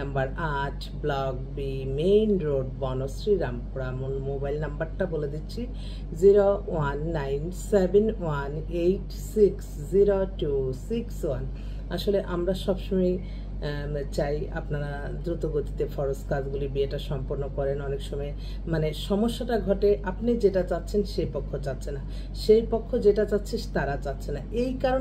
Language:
Bangla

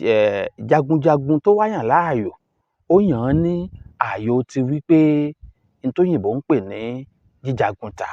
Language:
Yoruba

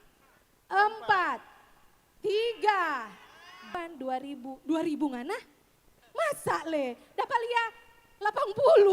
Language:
Manado Malay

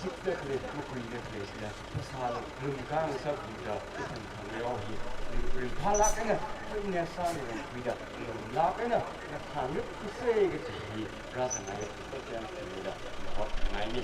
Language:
Tangkhul Naga (India)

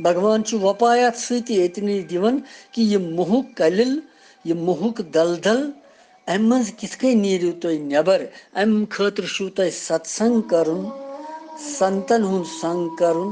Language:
Kashmiri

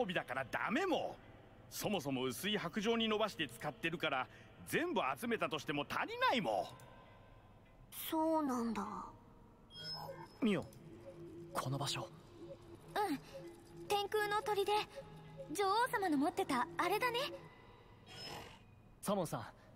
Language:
Japanese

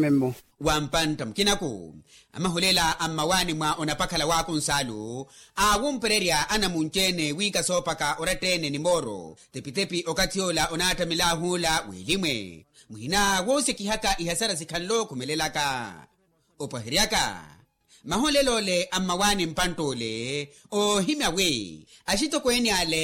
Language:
Makhuwa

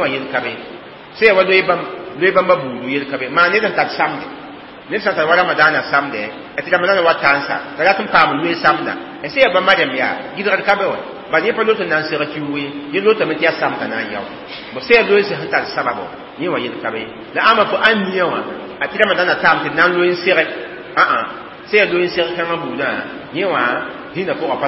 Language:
Mossi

